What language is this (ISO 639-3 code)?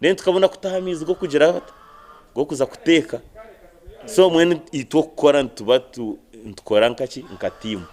nyn